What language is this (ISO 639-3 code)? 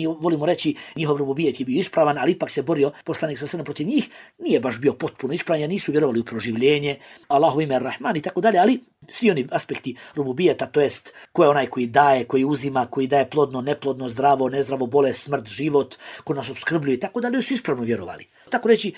bos